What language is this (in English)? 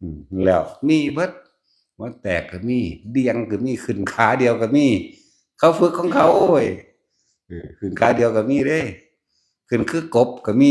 Northeastern Thai